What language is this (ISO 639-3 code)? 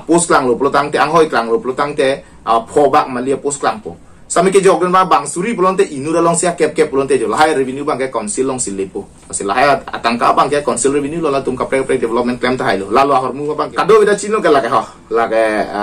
mjw